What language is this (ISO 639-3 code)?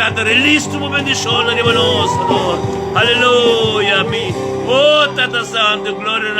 pap